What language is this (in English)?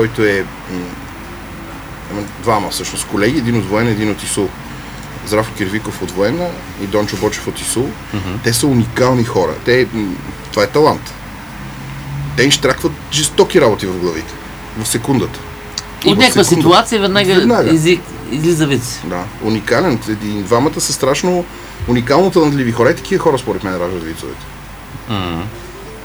Bulgarian